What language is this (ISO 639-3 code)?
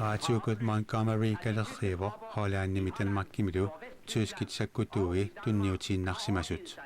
kal